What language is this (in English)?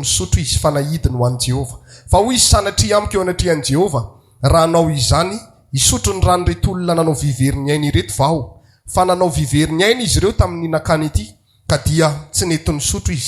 Malagasy